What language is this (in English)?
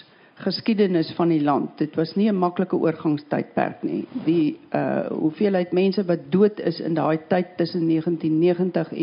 Afrikaans